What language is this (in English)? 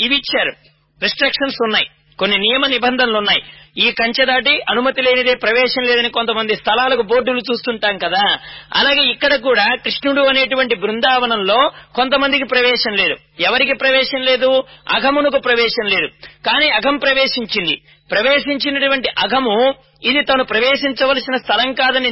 Telugu